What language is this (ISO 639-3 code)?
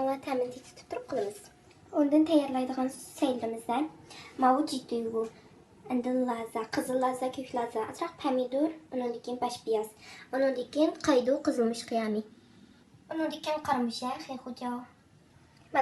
uig